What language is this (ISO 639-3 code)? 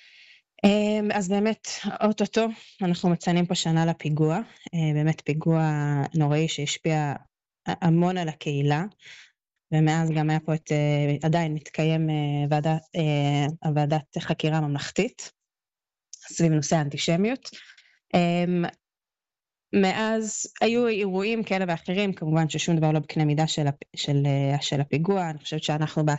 heb